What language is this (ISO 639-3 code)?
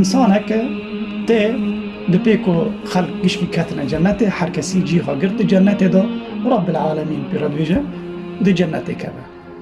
kur